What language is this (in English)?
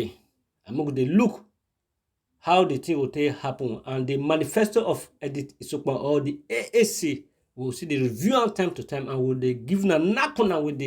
Nigerian Pidgin